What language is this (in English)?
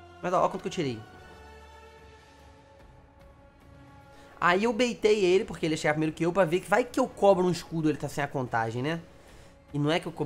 Portuguese